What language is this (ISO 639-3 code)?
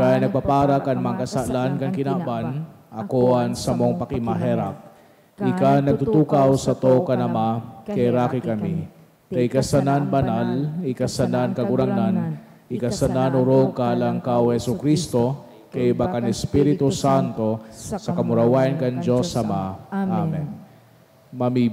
bik